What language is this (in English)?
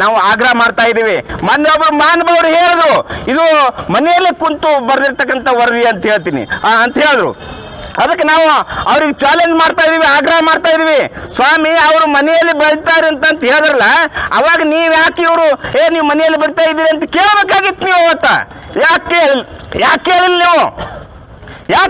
Kannada